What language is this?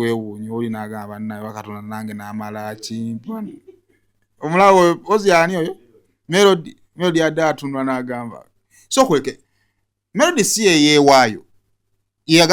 Ganda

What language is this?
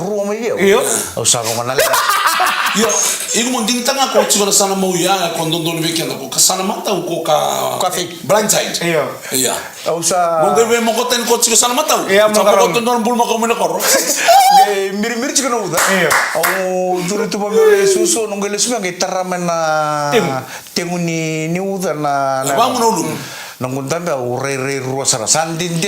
Fijian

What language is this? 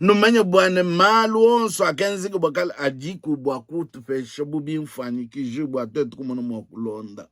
Luba-Lulua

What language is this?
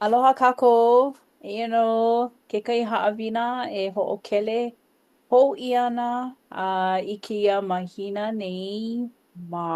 Hawaiian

